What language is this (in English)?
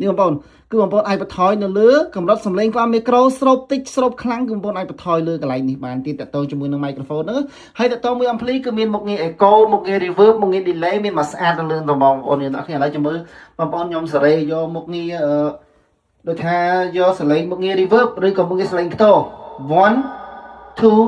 Khmer